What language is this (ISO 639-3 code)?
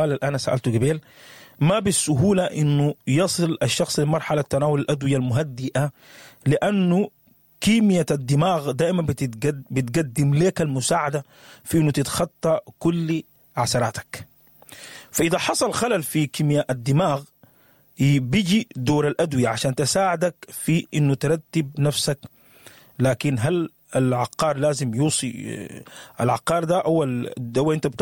apd